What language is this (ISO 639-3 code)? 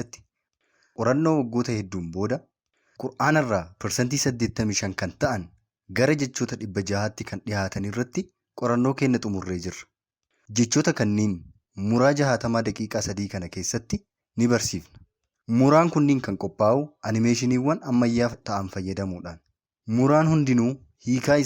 orm